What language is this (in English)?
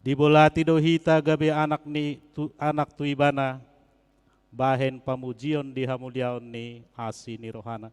Batak Toba